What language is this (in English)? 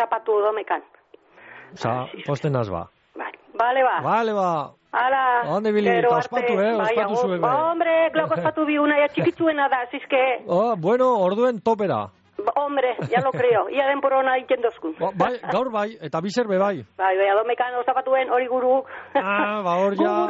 Basque